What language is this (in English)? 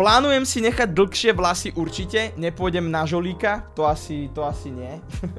Slovak